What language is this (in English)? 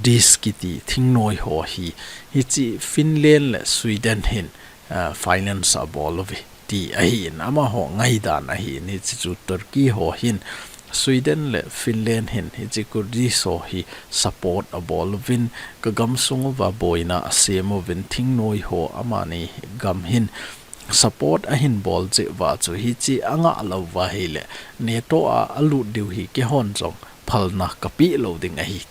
Thado Chin